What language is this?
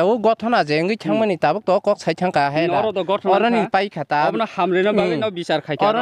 Kok Borok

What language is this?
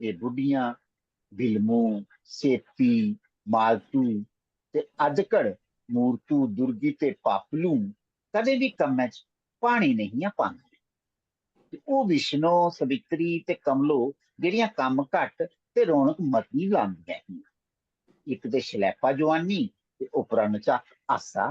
Dogri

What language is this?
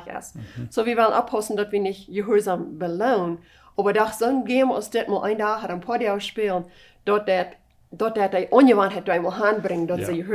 Plautdietsch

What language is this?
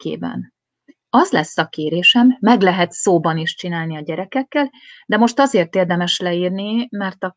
Hungarian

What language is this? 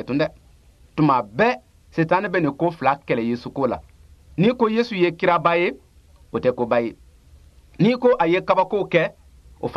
Bambara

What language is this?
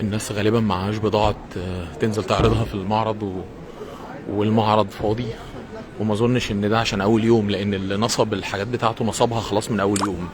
Egyptian Arabic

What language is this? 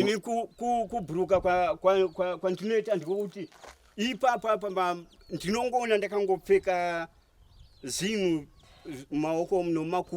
Shona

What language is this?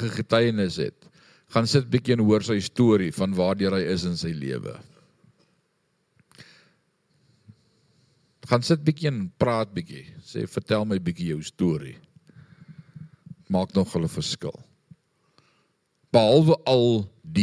Afrikaans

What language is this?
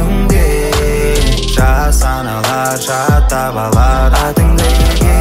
Kazakh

